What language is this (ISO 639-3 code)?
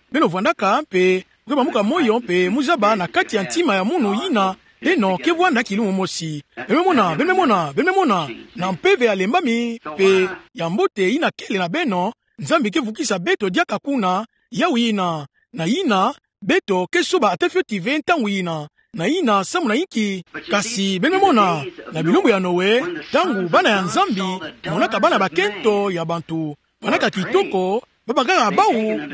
ktu